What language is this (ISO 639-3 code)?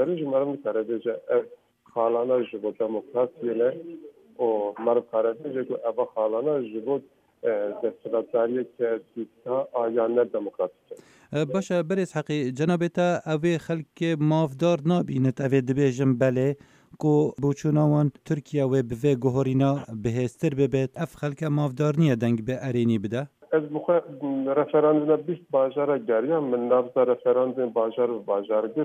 kur